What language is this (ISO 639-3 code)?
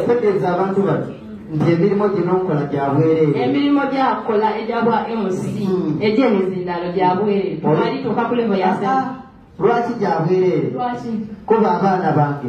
xog